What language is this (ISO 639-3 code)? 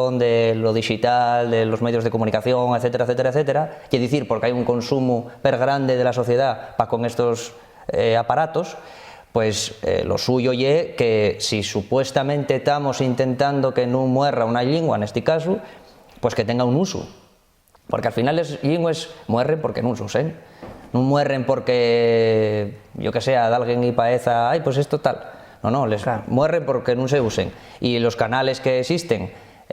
ast